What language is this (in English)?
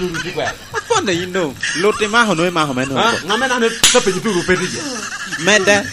Lango (Uganda)